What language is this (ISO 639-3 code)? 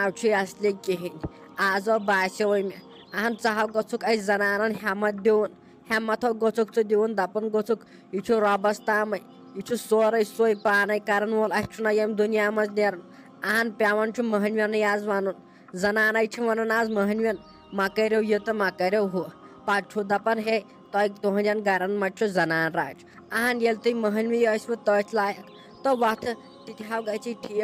kas